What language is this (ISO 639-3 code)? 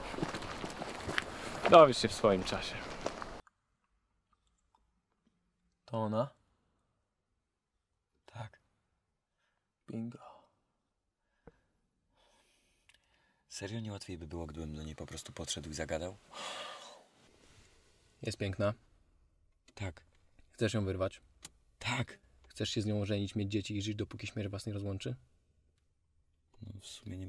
pol